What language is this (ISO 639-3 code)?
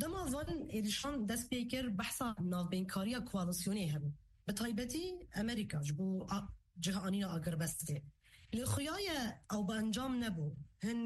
kur